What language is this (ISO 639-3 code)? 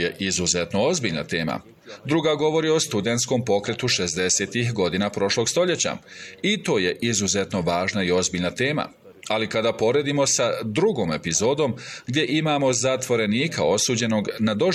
bos